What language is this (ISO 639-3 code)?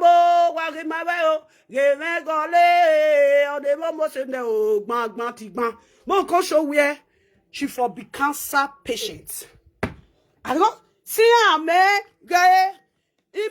pcm